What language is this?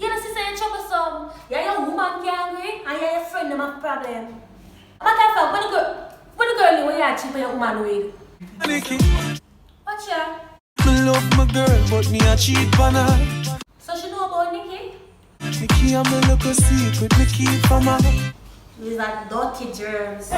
Jamaican Creole English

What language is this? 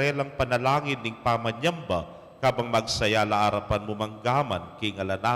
Pampanga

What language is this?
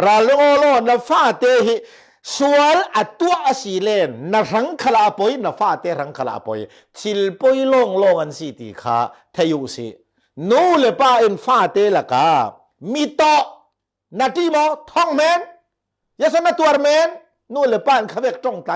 Falam Chin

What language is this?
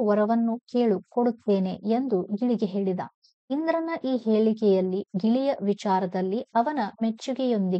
Kannada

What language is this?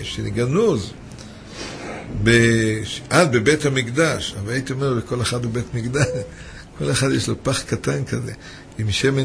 Hebrew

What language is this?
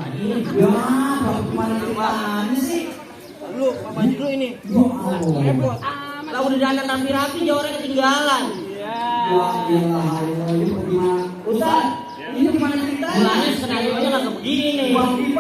Betawi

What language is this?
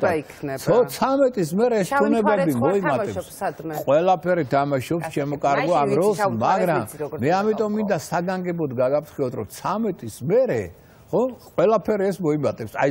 Georgian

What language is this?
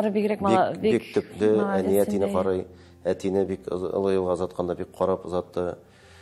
Tatar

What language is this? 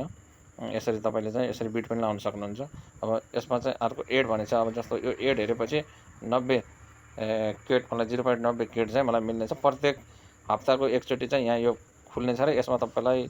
Nepali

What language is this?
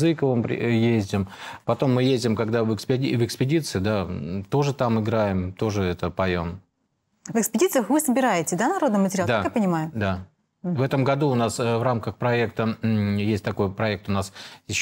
Russian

